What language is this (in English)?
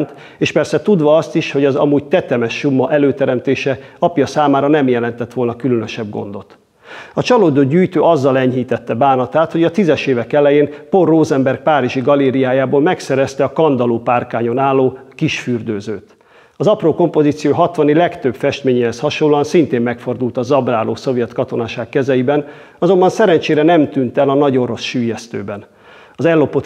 Hungarian